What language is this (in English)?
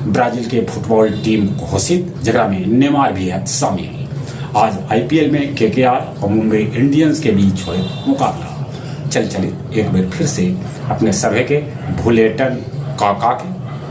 Magahi